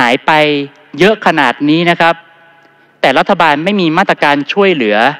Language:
Thai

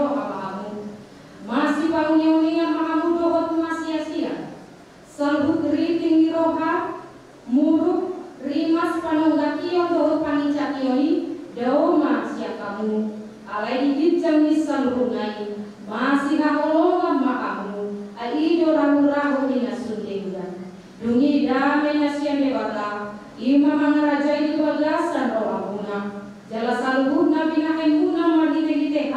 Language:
Batak Toba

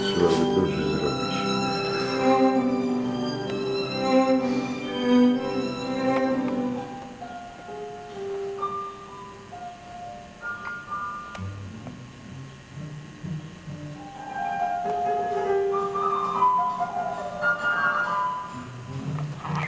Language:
Polish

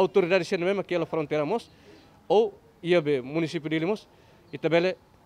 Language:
Tetum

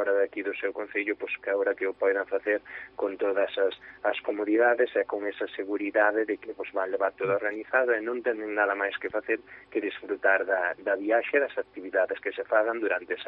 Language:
Galician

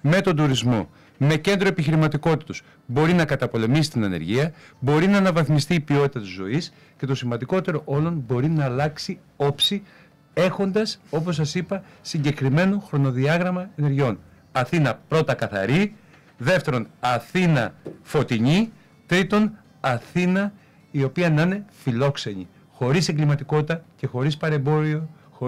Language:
Greek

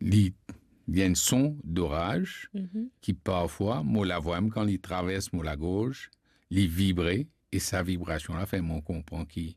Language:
Morisyen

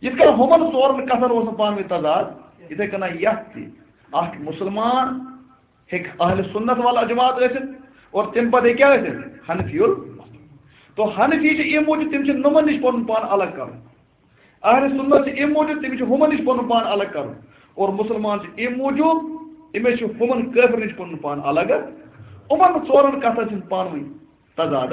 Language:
Kashmiri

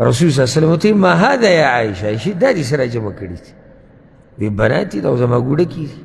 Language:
Pashto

